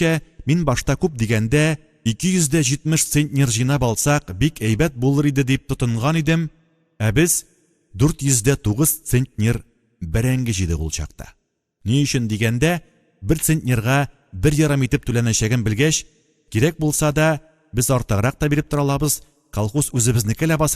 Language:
Tatar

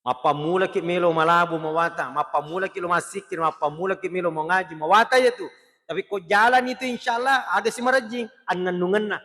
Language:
Buginese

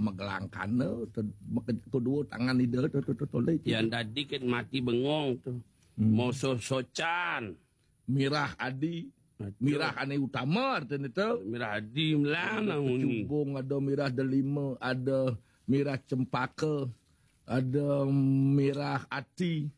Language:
Balinese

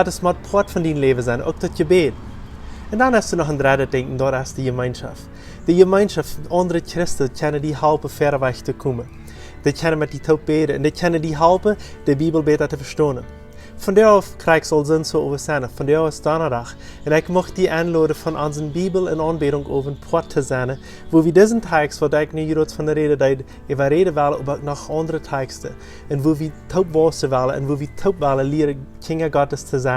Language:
Plautdietsch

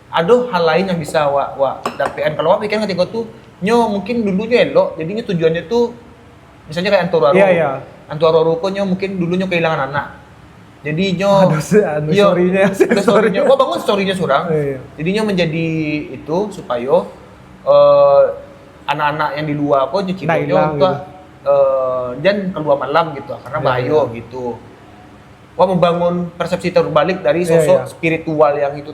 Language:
Minangkabau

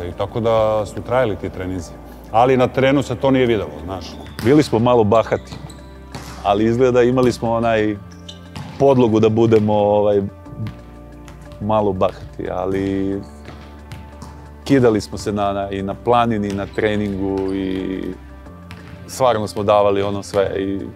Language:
Serbian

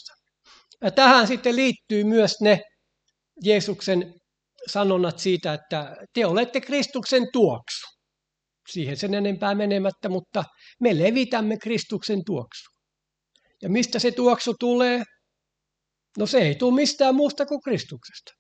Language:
Finnish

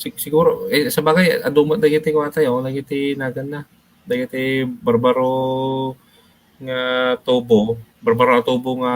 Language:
Iloko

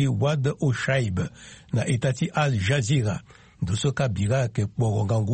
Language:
Sango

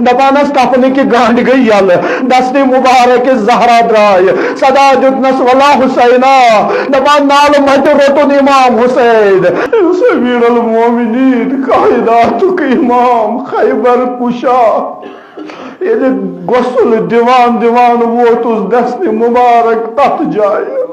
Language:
Kashmiri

